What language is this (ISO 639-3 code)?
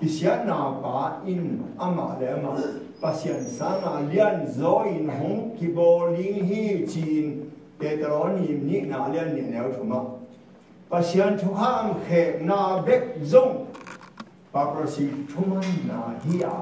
ctd